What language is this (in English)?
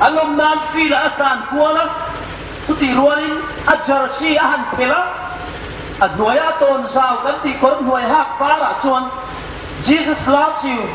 Hmar